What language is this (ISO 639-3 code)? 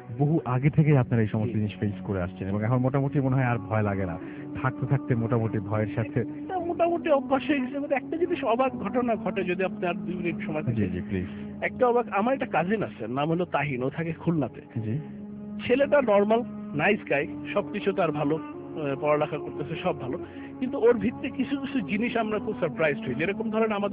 ben